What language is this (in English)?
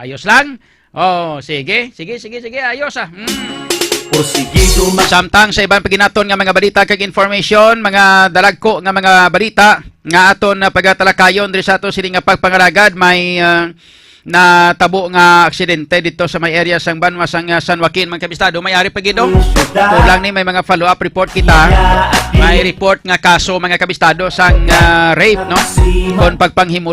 Hiligaynon